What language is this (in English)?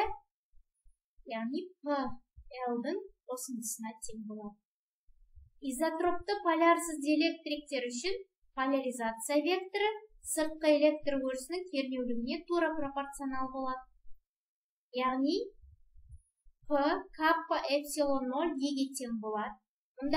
Kazakh